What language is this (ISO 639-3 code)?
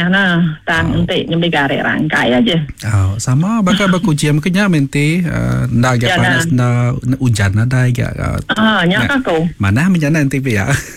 iba